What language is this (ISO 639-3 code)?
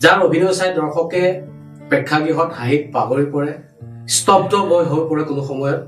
asm